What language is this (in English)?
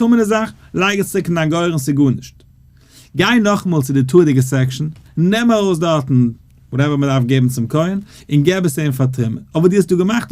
Yiddish